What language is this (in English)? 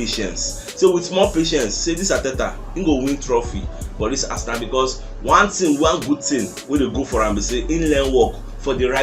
Nigerian Pidgin